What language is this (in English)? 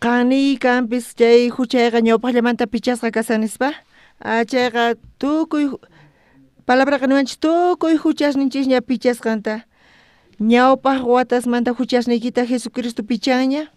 South Bolivian Quechua